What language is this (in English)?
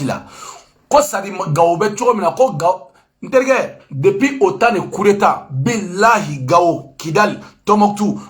Bambara